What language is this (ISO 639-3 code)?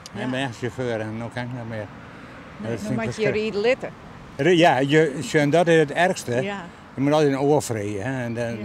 fry